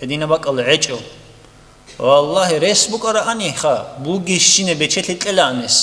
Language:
Avaric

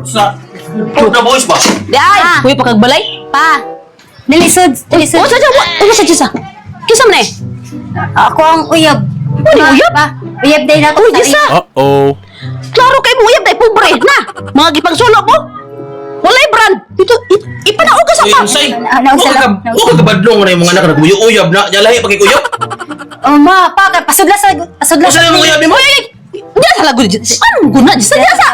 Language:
Cebuano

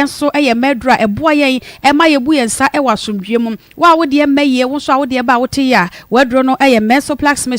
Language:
Akan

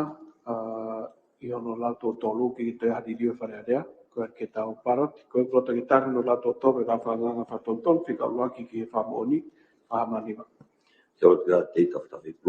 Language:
Tongan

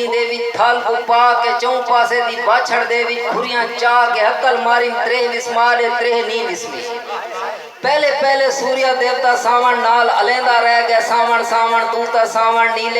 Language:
Saraiki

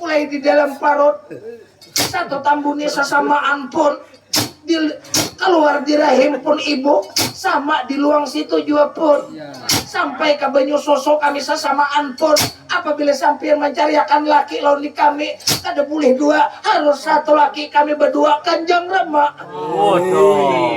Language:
Banjar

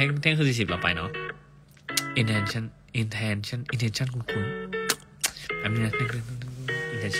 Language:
Thai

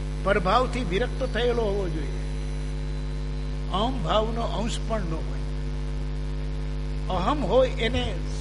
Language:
Gujarati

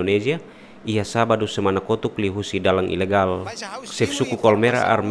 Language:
Tetum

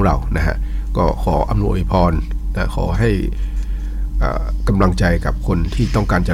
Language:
Thai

